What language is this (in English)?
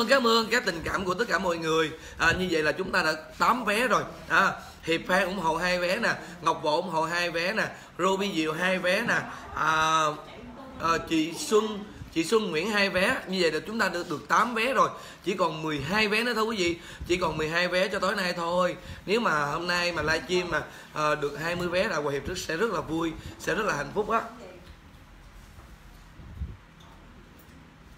Vietnamese